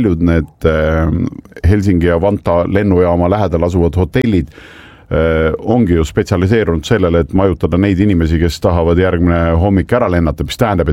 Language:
Estonian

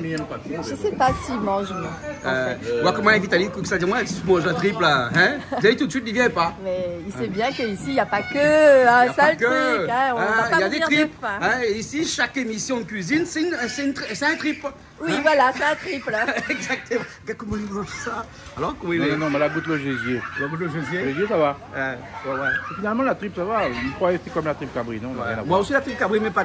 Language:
Réunion Creole French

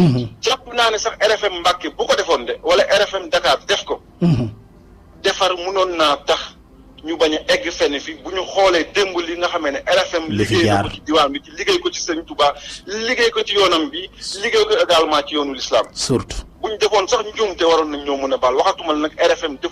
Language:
Wolof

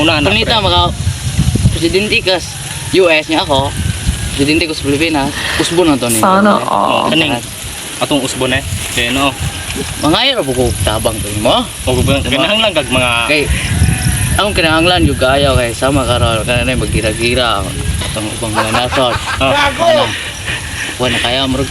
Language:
Cebuano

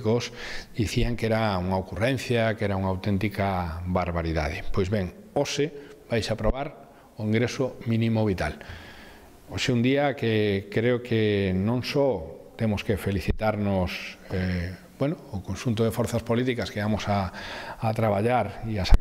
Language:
Galician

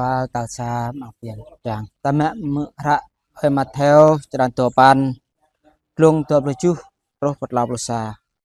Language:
Jarai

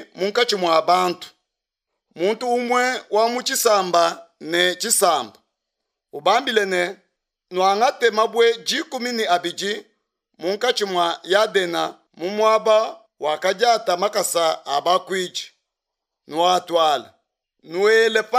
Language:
Luba-Lulua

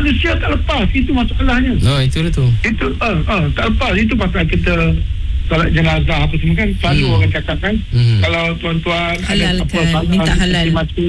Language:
Malay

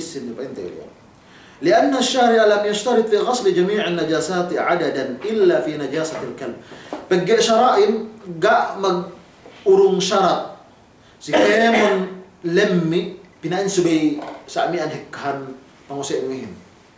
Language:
Yakan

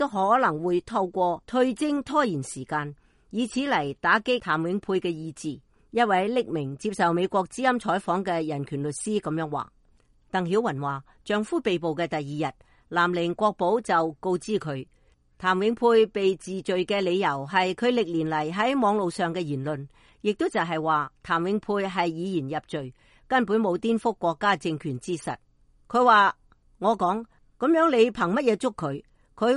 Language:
Cantonese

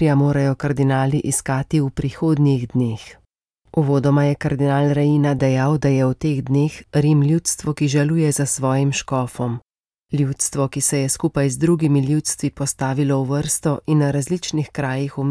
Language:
Slovenian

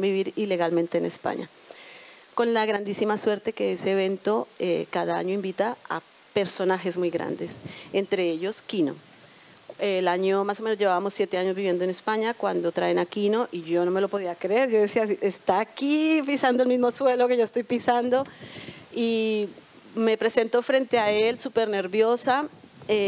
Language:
Spanish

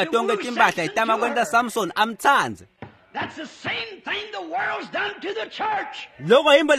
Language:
Swati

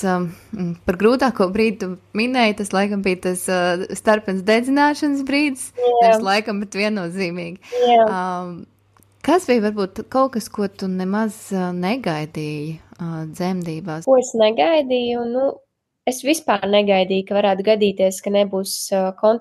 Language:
Latvian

